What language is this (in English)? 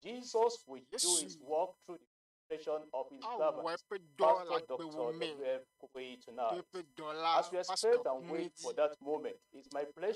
Ewe